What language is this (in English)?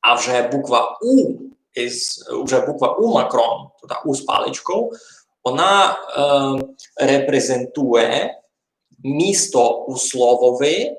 Rusyn